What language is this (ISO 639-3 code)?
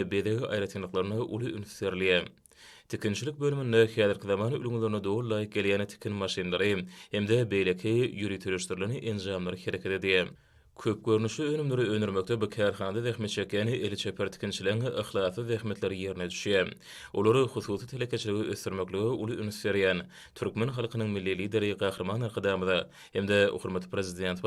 tuk